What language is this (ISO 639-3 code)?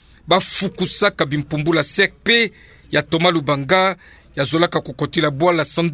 ktu